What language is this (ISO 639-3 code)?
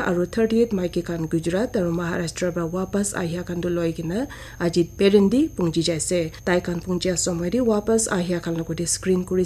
nag